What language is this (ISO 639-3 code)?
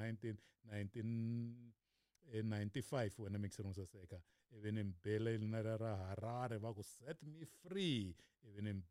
tso